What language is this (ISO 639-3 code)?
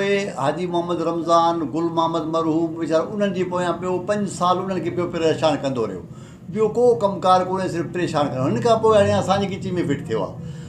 snd